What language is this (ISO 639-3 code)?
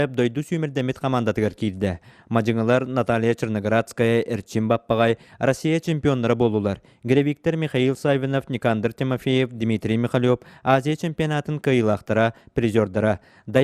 sah